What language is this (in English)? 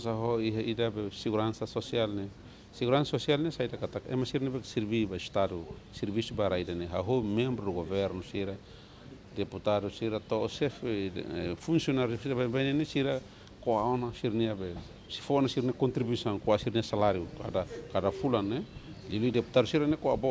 Tetum